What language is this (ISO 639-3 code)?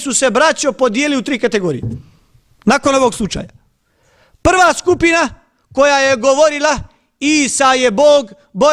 bos